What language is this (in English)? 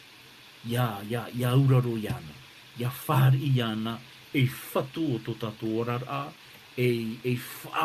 Tahitian